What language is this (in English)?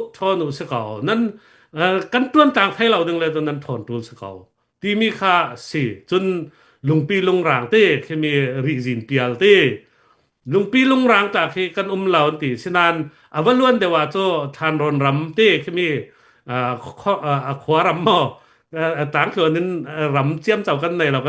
Falam Chin